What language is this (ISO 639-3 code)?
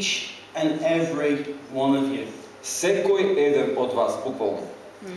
mkd